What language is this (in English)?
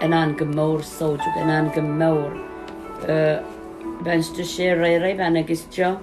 Pohnpeian